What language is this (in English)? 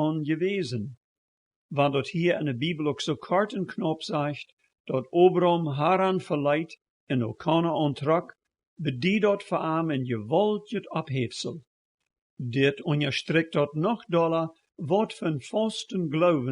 Plautdietsch